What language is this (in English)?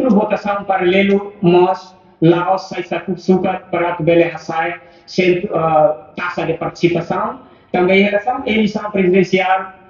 Tetum